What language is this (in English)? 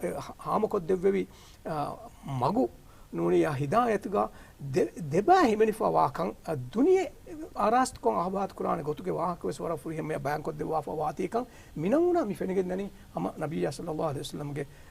Divehi